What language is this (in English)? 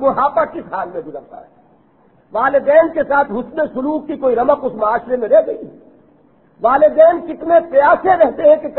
Urdu